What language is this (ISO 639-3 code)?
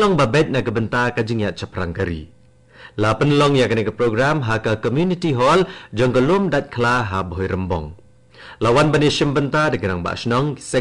kha